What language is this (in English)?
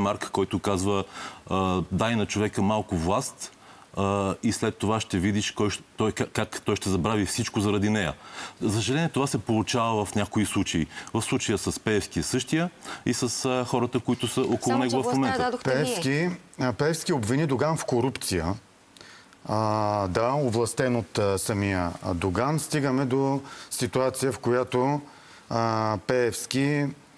Bulgarian